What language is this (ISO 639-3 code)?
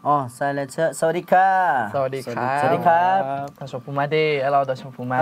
ahk